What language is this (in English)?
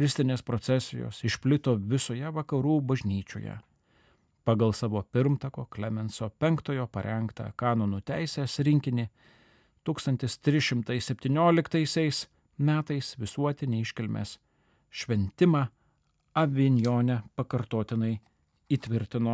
Lithuanian